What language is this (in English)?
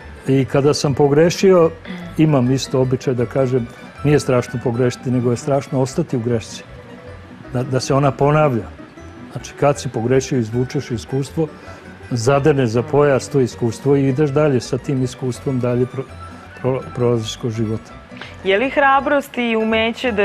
Serbian